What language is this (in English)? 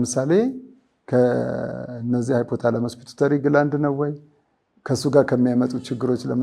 Amharic